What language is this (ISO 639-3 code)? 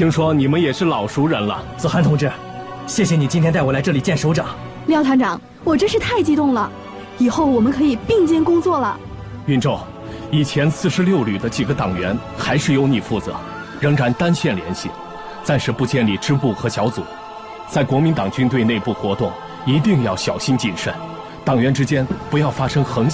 zho